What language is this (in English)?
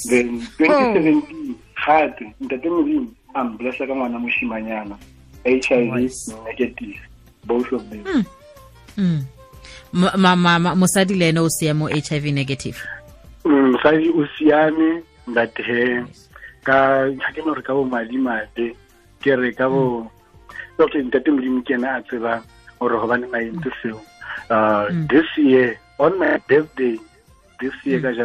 Tswana